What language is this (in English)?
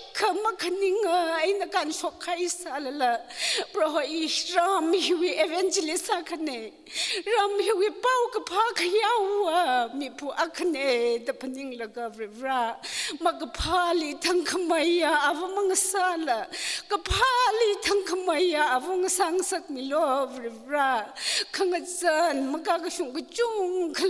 Tangkhul Naga (India)